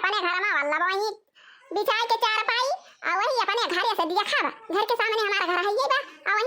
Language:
Awadhi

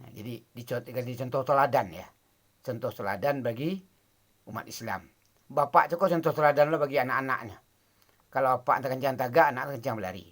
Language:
Minangkabau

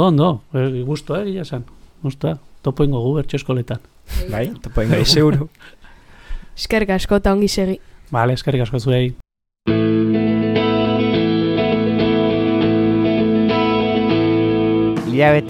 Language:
Basque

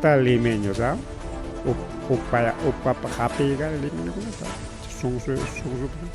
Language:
Ayacucho Quechua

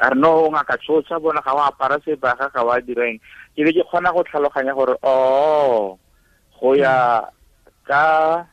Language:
Tswana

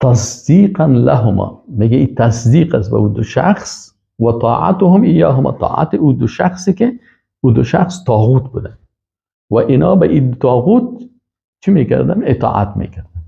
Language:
Persian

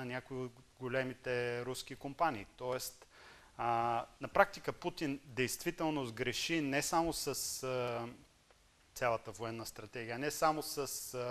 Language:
Bulgarian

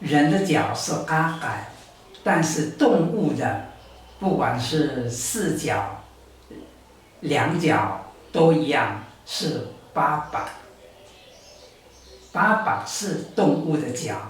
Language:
Taroko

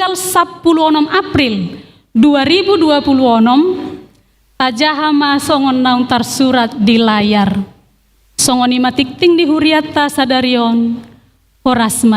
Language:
Batak Toba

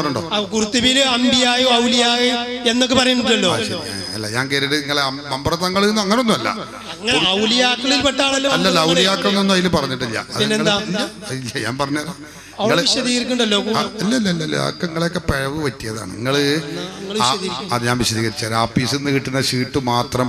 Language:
Malayalam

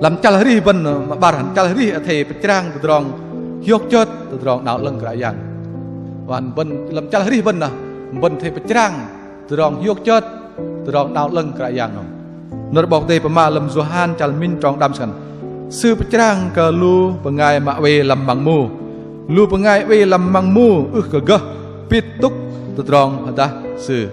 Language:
Bahnar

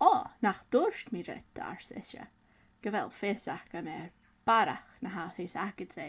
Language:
Scottish Gaelic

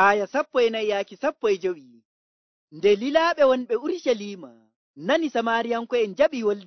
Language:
Nigerian Fulfulde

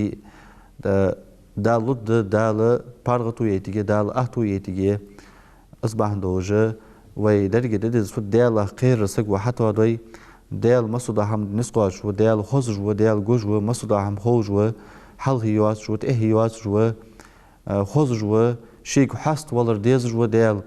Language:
Ingush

